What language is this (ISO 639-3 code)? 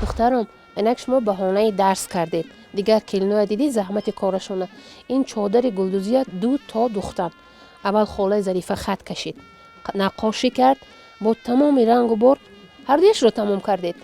tgk